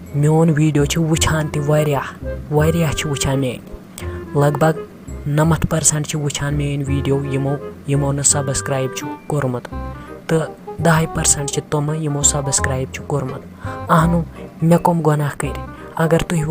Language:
Kashmiri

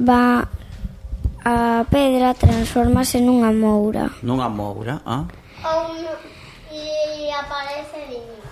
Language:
Galician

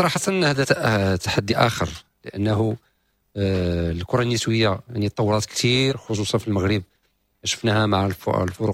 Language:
Moroccan Arabic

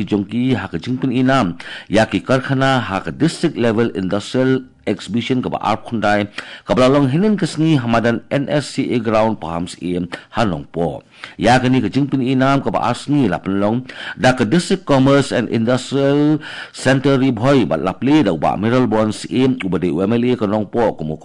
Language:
Khasi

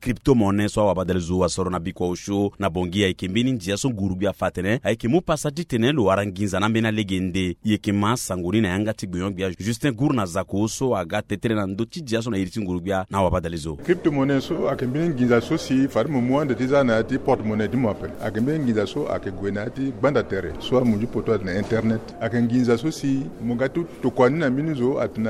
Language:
Sango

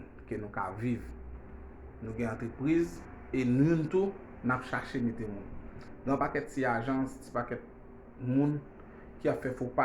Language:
Haitian Creole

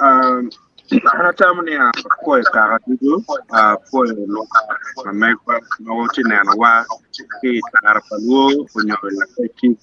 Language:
Acoli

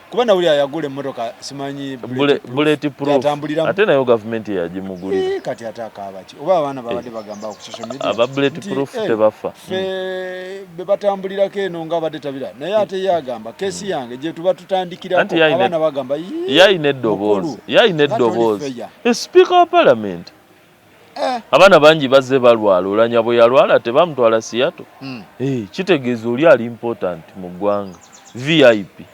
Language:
Ganda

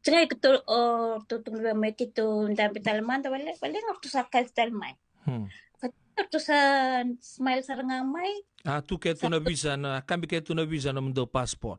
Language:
Fijian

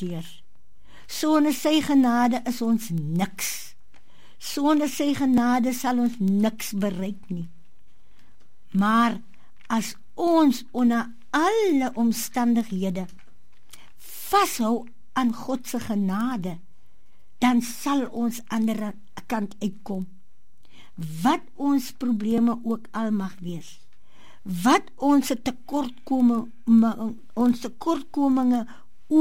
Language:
Afrikaans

